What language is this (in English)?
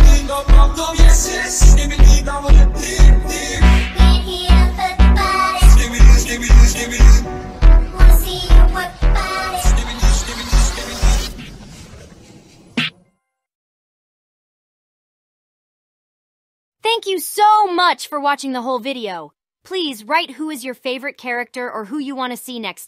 English